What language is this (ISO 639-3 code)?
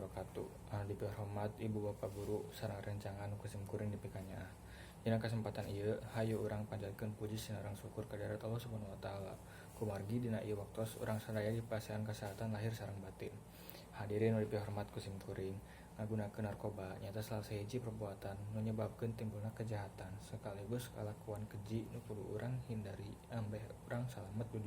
sun